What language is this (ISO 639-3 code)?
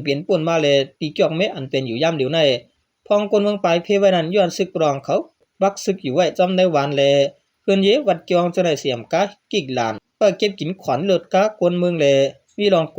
shn